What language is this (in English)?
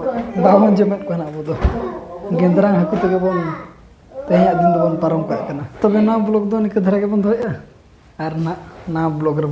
Santali